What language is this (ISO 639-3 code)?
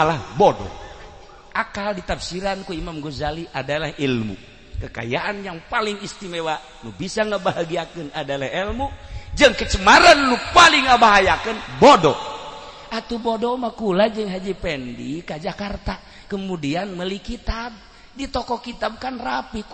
sun